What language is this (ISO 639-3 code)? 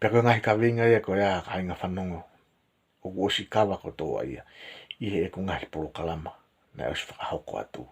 ton